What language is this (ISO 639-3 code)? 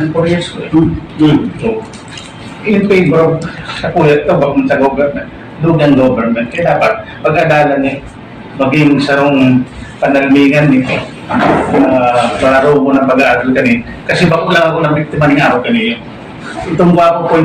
bik